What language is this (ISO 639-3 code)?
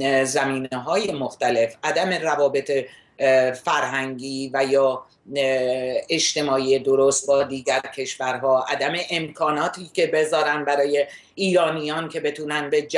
fas